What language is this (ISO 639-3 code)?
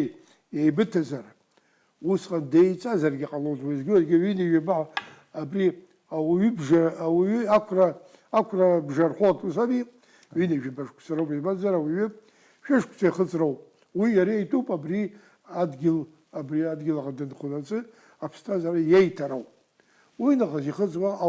abk